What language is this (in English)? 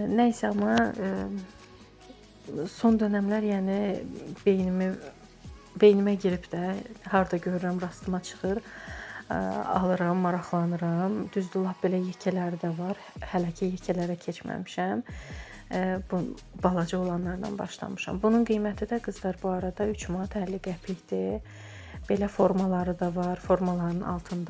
Azerbaijani